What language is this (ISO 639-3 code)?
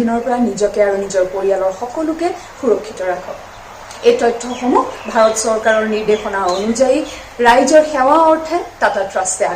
asm